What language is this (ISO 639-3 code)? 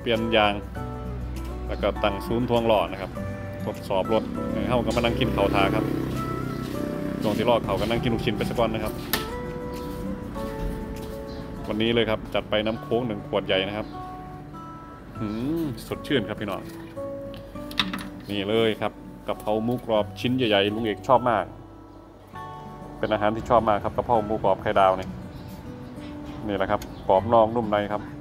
tha